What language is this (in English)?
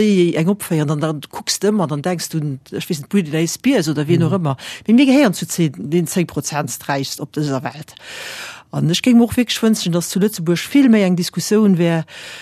Luxembourgish